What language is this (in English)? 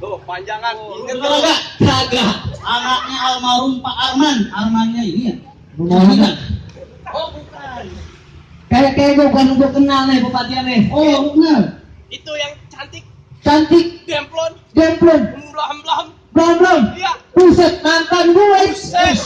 Betawi